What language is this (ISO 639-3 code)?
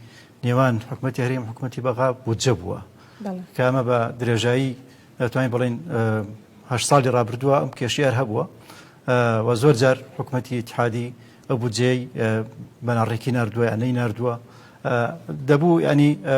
ckb